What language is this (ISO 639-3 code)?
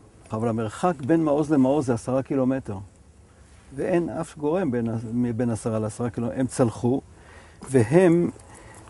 heb